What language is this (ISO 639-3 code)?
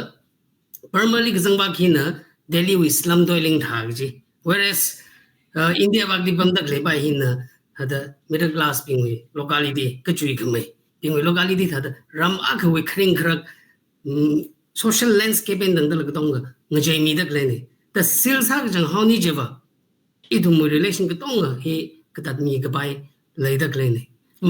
nmf